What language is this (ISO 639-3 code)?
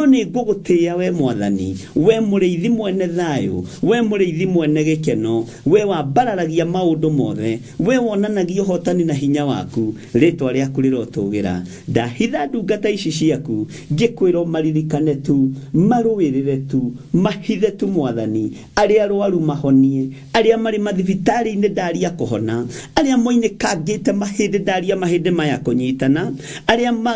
kik